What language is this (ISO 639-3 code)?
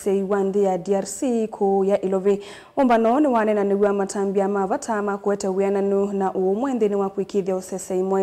kam